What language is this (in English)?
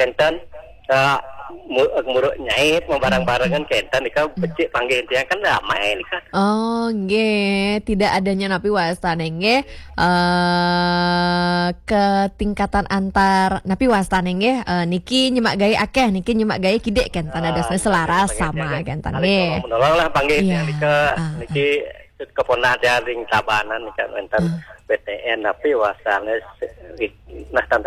Balinese